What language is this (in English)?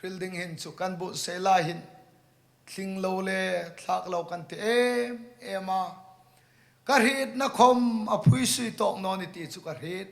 Hmar